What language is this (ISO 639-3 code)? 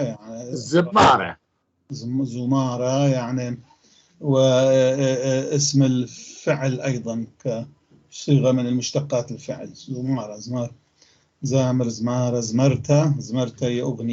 apc